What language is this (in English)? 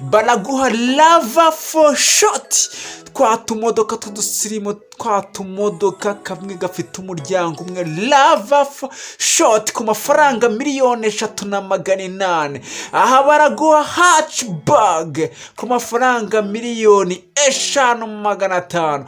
Kinyarwanda